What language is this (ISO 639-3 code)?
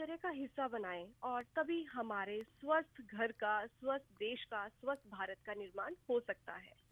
hin